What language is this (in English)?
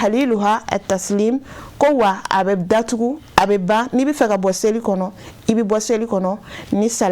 Bambara